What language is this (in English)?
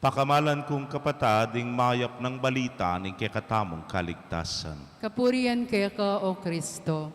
Pampanga